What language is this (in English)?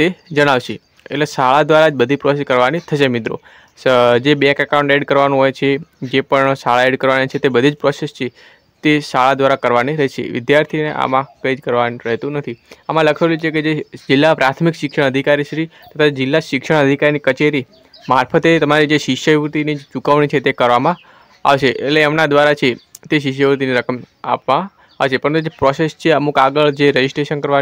Gujarati